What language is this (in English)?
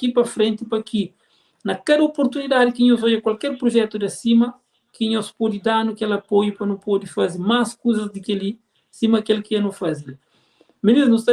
Kabuverdianu